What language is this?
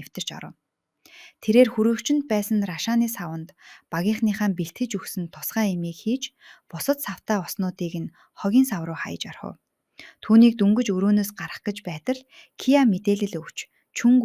Mongolian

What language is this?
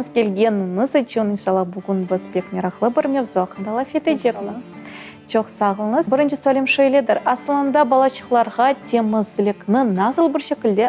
Crimean Tatar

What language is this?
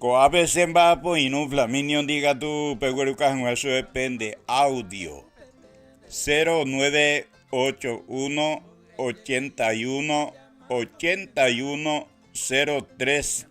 Guarani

